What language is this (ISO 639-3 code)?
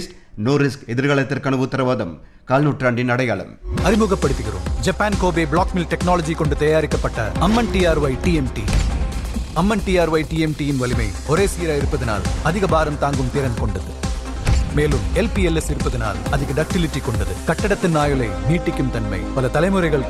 tam